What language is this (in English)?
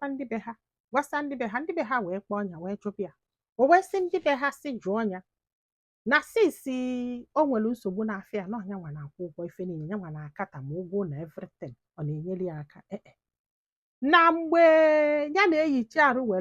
Igbo